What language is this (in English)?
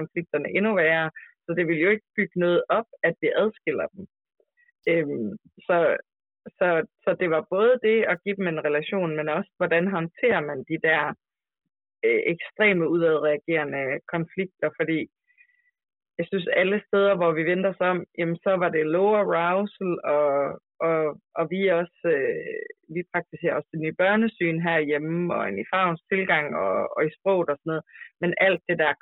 Danish